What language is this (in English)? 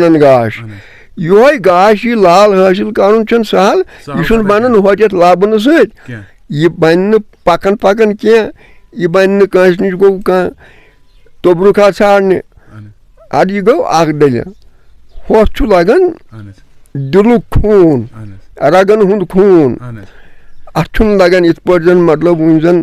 Kashmiri